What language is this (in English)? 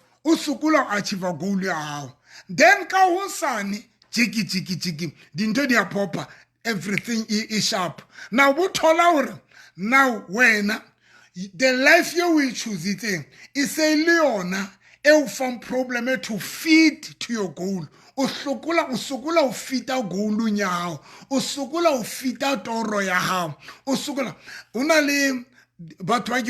Southern Sotho